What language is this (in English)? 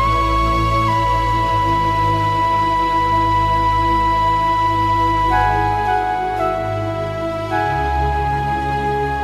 Falam Chin